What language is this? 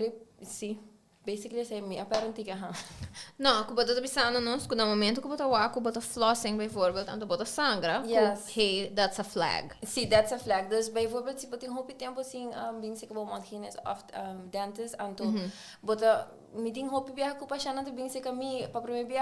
Papiamento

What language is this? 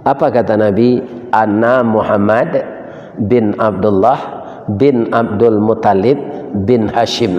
Minangkabau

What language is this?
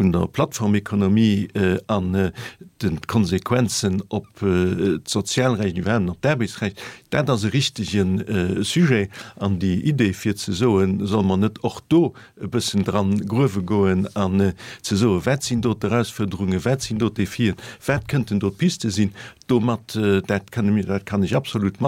Luxembourgish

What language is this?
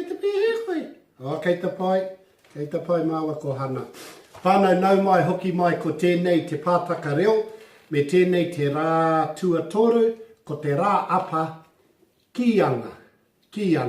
Māori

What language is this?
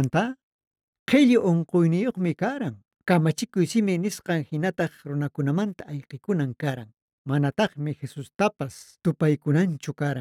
Quechua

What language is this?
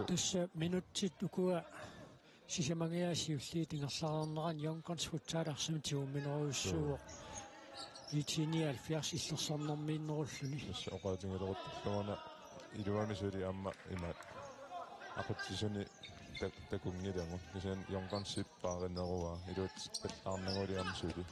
Kalaallisut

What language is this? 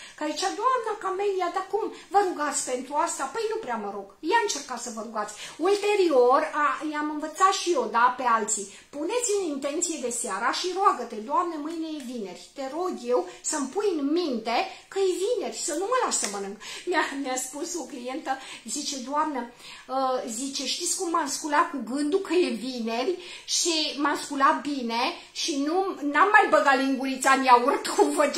Romanian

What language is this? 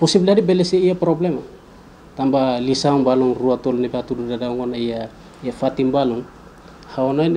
Tetum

